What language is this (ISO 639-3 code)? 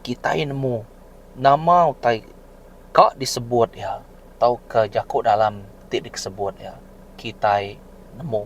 iba